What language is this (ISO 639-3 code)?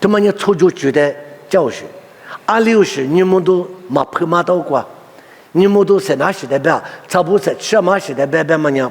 lis